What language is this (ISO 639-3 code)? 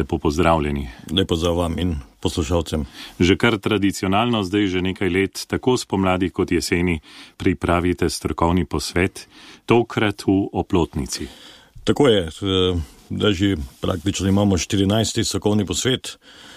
slv